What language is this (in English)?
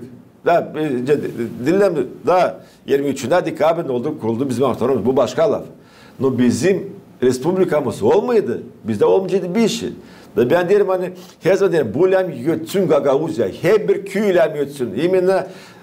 Gagauz